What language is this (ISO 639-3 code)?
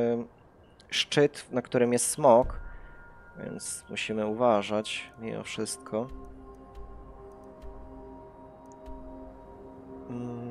pol